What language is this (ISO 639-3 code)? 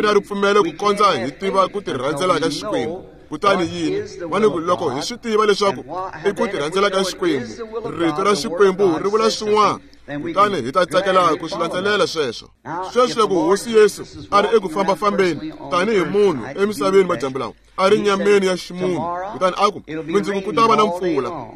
tso